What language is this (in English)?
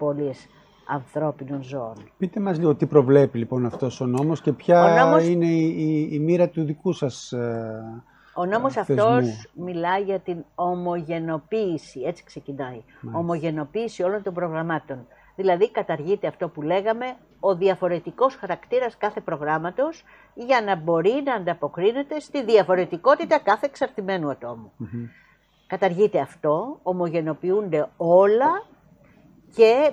Greek